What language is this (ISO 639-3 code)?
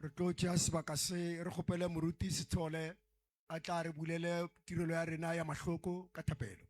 nso